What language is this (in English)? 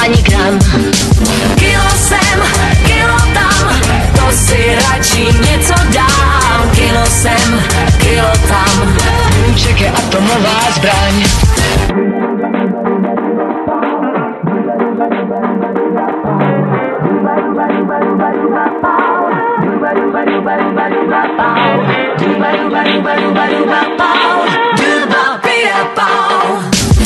Czech